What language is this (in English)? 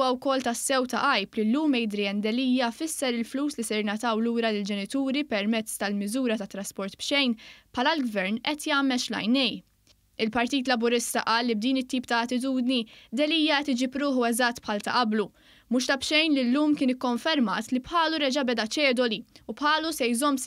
Maltese